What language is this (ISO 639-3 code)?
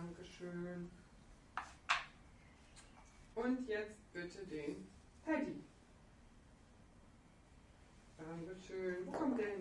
deu